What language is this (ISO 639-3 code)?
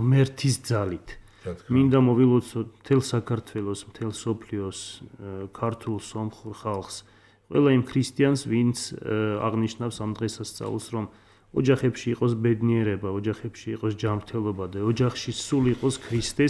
kat